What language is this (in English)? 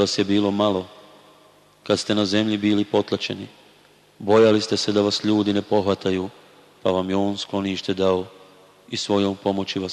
Bosnian